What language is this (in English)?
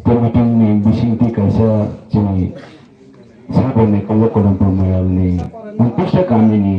Kok Borok